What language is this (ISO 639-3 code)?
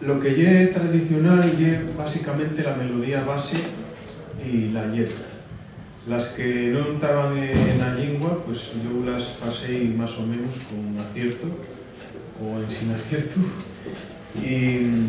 ast